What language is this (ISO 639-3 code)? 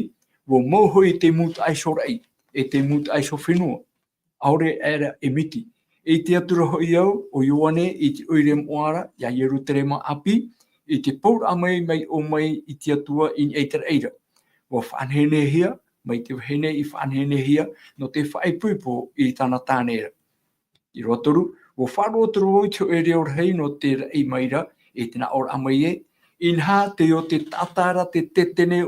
tah